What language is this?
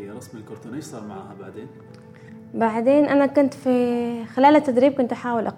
Gulf Arabic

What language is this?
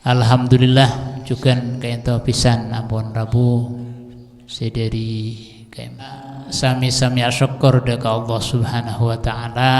Madurese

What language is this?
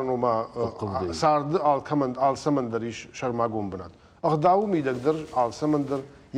Ossetic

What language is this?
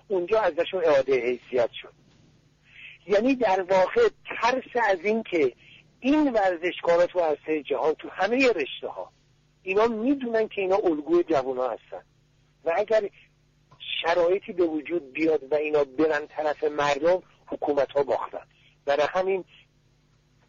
Persian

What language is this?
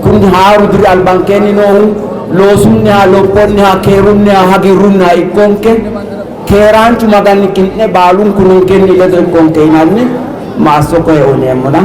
Sidamo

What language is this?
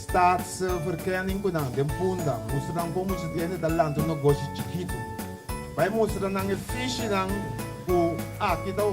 Papiamento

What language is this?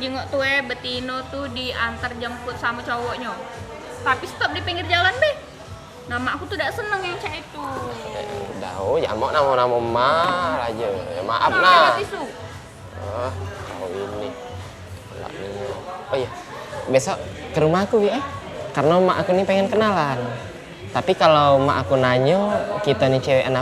Musi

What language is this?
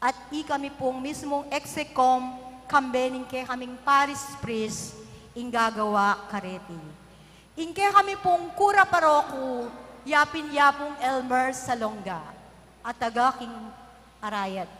Pampanga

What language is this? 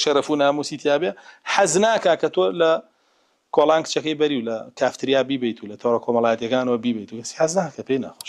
Central Kurdish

